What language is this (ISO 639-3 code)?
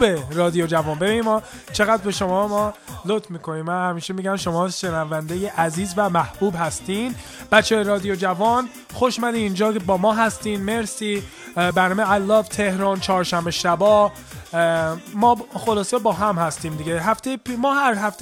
fas